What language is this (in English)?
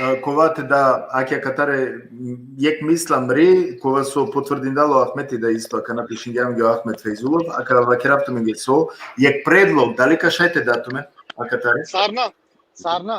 Balkan Romani